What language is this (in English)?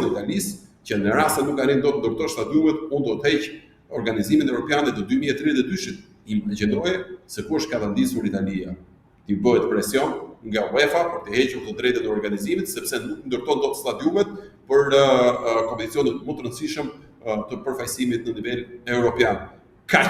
Albanian